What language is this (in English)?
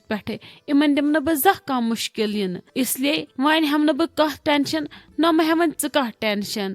Kashmiri